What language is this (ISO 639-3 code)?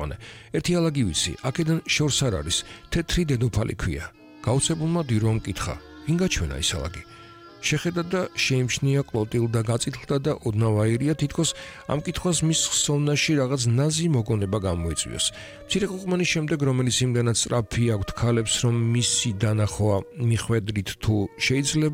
kat